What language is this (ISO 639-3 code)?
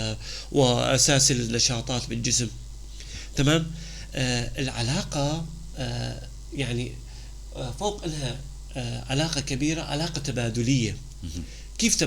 apc